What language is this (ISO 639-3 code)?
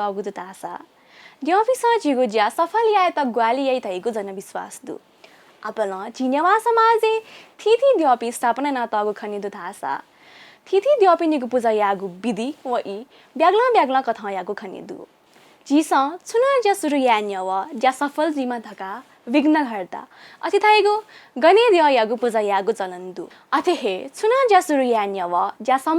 new